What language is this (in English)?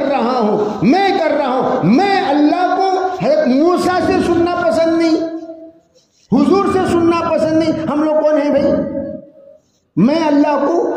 Urdu